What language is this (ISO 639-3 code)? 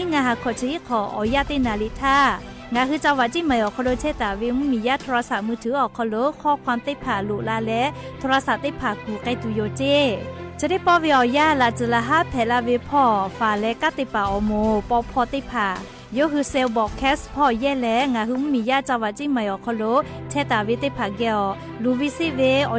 lhu